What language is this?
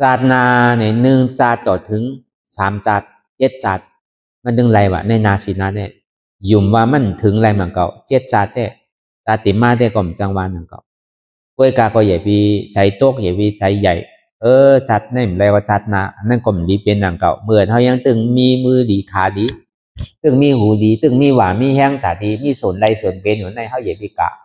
Shan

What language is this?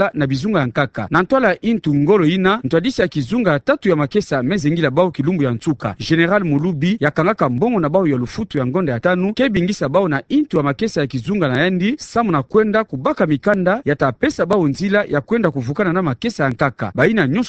Kituba (Democratic Republic of Congo)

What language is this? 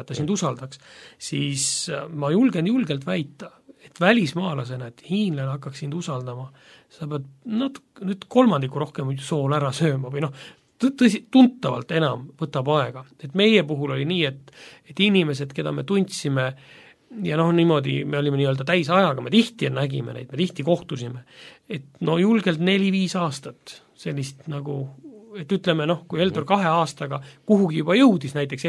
Estonian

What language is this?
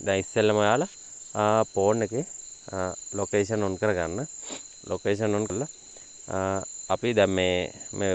Sinhala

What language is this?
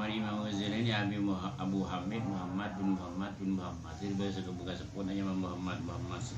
Madurese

